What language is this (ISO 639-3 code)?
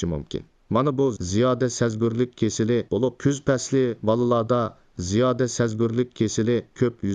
uig